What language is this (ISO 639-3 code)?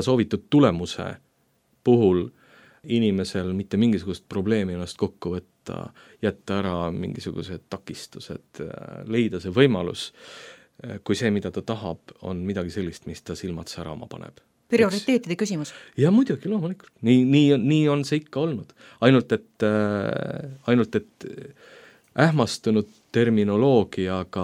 est